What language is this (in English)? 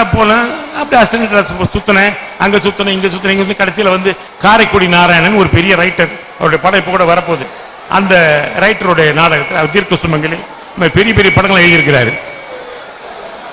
Tamil